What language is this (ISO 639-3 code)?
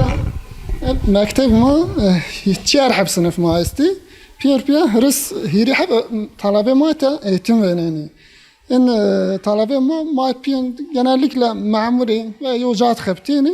zza